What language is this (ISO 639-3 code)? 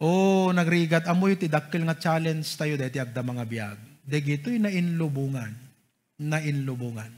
ilo